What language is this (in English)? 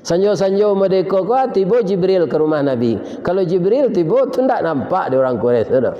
Minangkabau